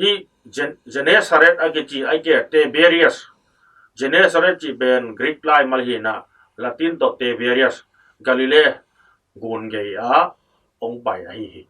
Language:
Tedim Chin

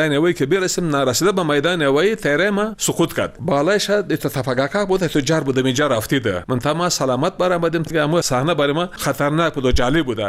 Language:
Persian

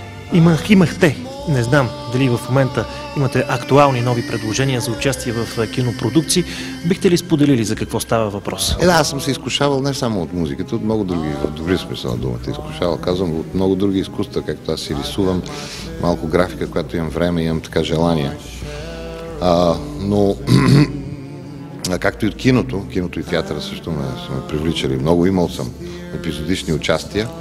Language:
Bulgarian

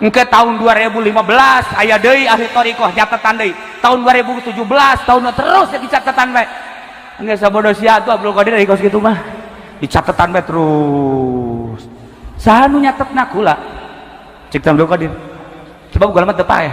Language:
Sundanese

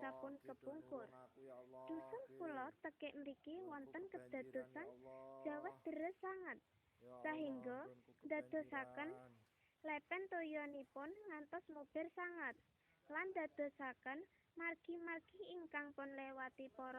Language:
Javanese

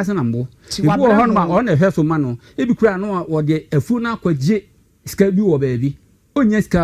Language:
Akan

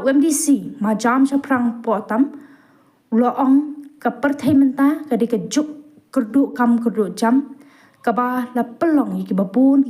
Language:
Khasi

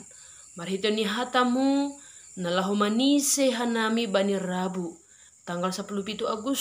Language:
Batak Simalungun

